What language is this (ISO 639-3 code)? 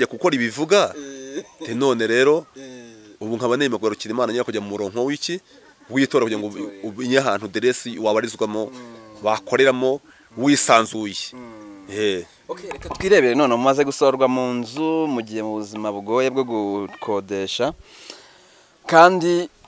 kin